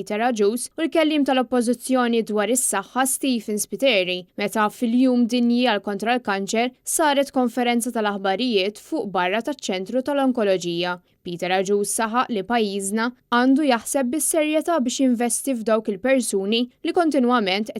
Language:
Maltese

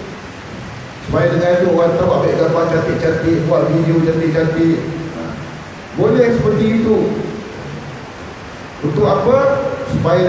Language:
Malay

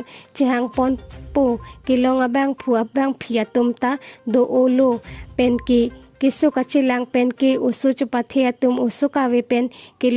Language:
Karbi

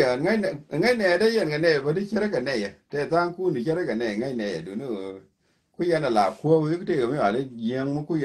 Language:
Nuer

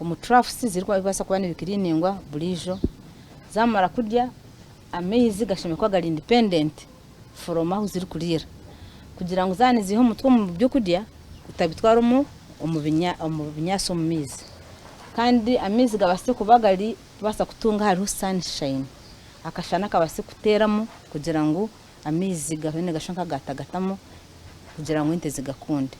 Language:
Nyankole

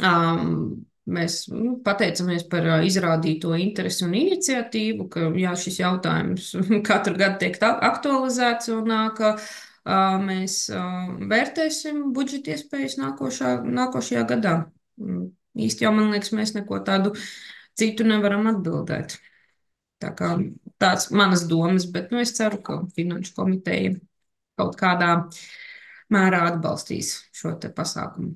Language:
Latvian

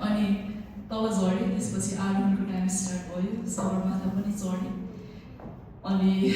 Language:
Nepali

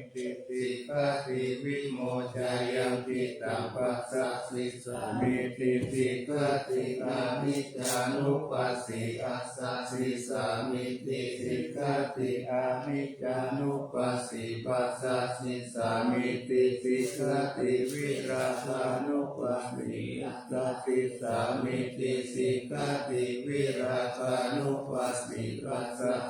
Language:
Pali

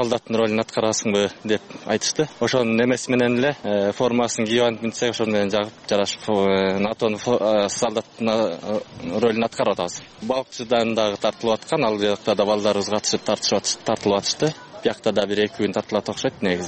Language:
Kyrgyz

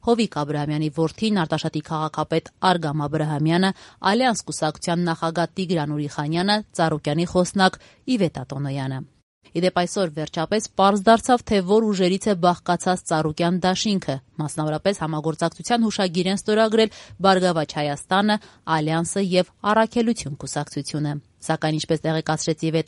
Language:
Armenian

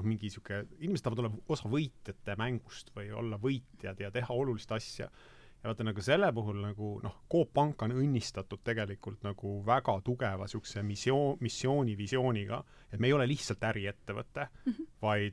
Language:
Estonian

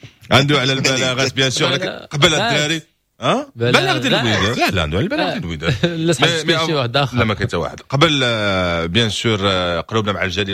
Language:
Moroccan Arabic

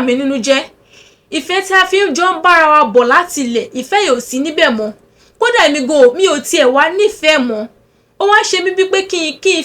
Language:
Yoruba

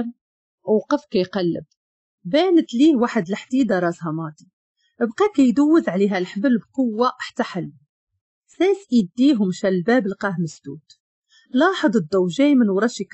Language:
Moroccan Arabic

